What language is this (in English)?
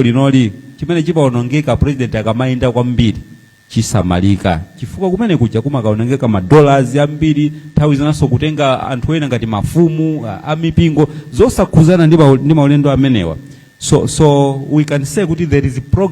Nyanja